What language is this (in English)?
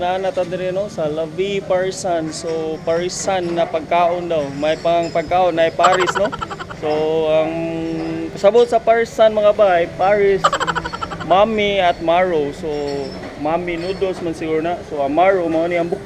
Cebuano